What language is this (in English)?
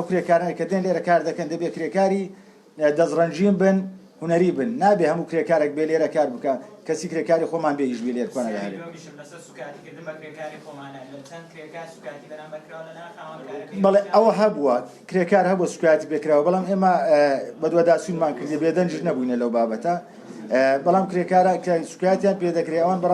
Central Kurdish